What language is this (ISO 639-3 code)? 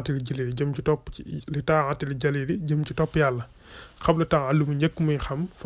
wol